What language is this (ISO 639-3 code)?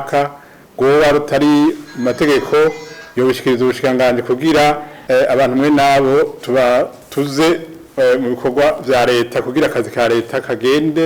run